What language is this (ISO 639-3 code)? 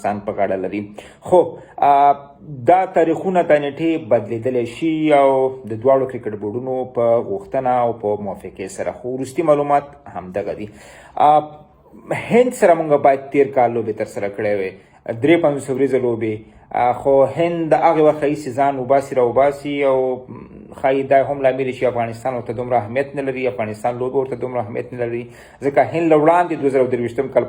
pus